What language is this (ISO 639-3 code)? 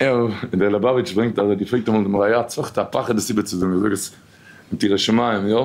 yid